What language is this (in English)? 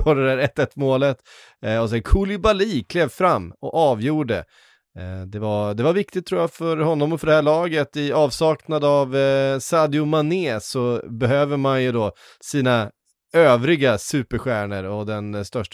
Swedish